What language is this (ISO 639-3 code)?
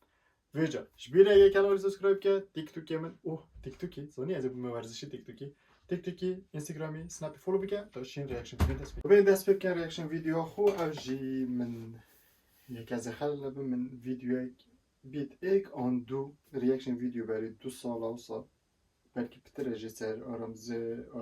kur